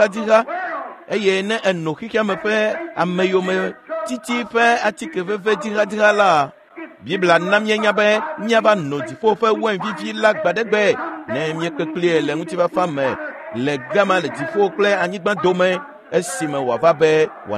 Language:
Ewe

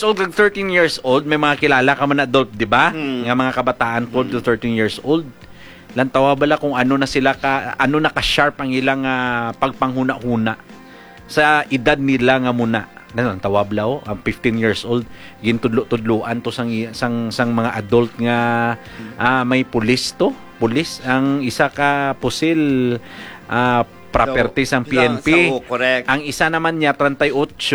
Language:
Hiligaynon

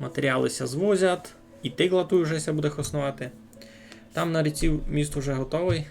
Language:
Rusyn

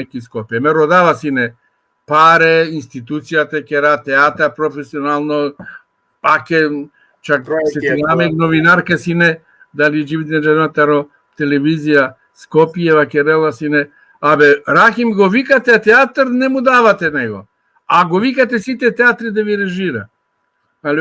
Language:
Balkan Romani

